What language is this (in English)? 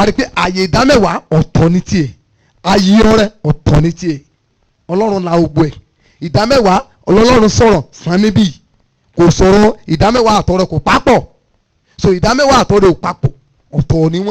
Yoruba